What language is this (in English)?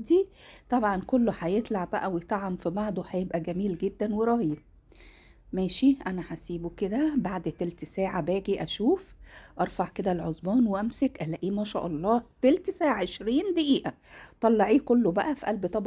Egyptian Arabic